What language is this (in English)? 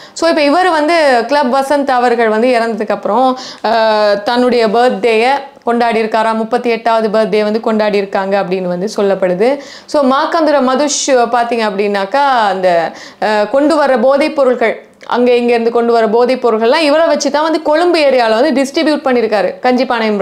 Tamil